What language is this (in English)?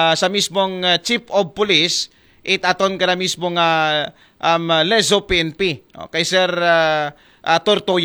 Aklanon